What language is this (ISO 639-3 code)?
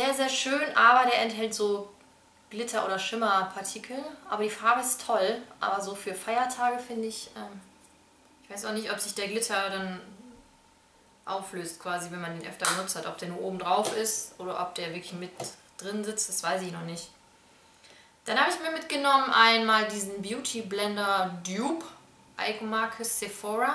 deu